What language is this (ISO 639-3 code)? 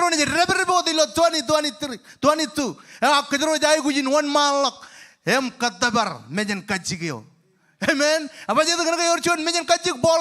mah